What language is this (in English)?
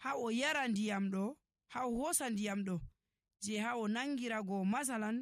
Nigerian Fulfulde